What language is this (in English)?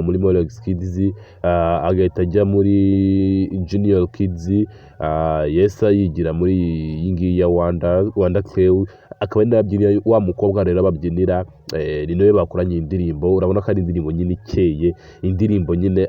Kinyarwanda